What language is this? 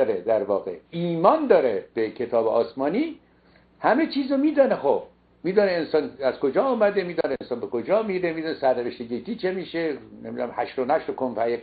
Persian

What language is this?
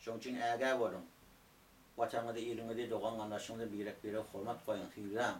Turkmen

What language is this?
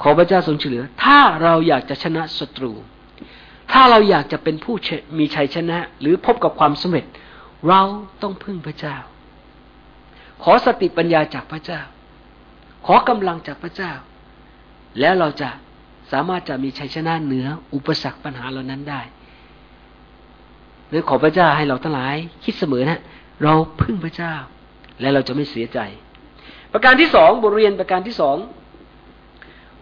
Thai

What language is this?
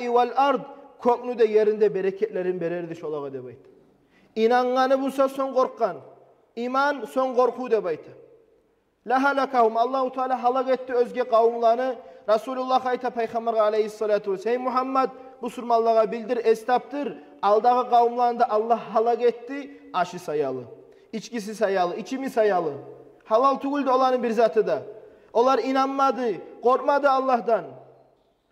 Kumyk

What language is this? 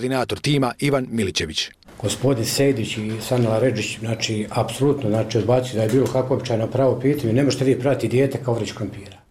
Bosnian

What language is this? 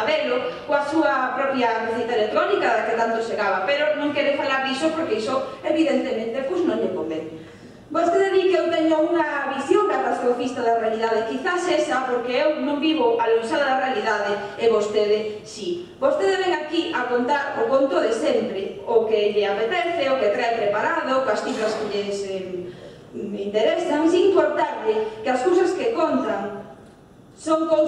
Galician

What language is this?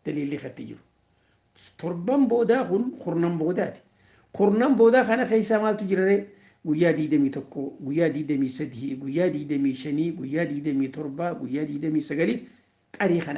Oromo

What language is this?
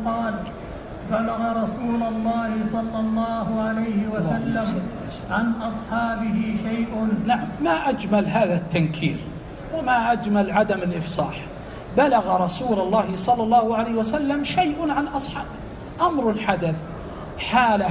Arabic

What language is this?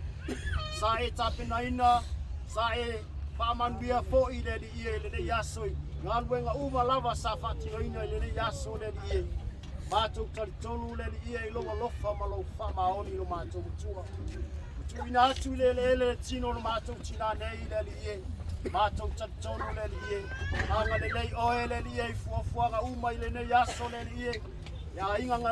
Samoan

